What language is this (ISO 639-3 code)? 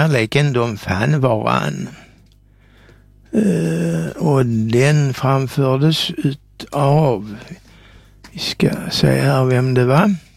swe